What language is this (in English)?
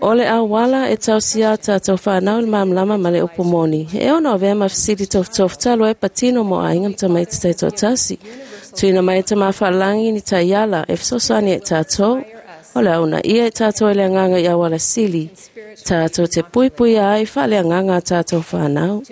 Samoan